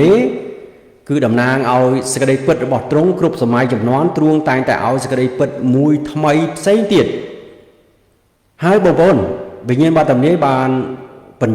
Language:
Khmer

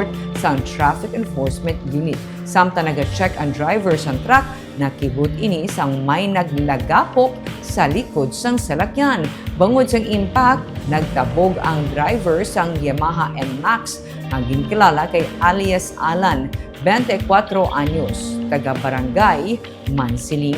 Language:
Hiligaynon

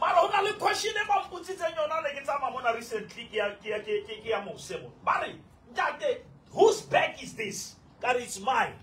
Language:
Southern Sotho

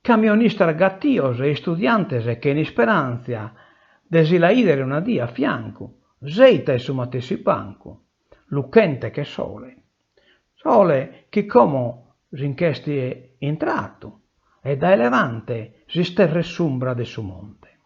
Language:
Sardinian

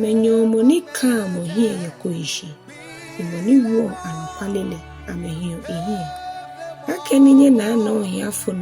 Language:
Ga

